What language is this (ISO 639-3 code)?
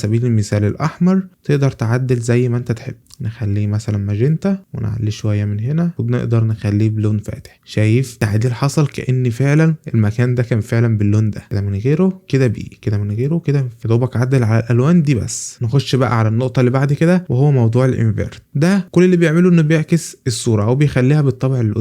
arz